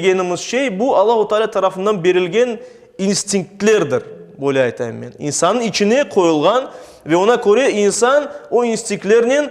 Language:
Crimean Tatar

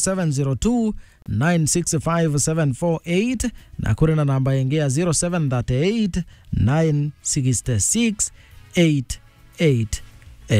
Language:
Meru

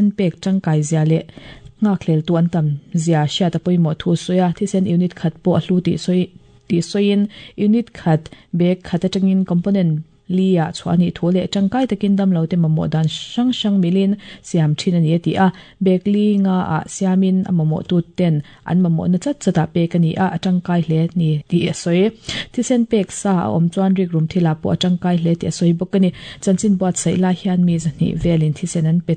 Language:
Mizo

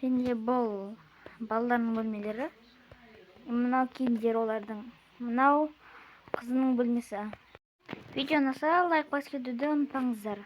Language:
Kazakh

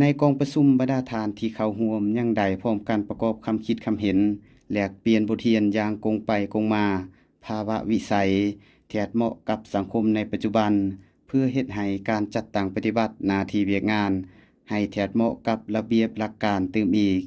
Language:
Lao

